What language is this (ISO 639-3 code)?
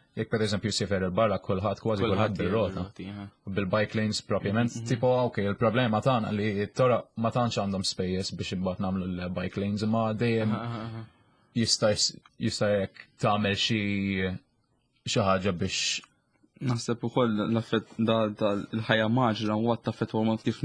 mlt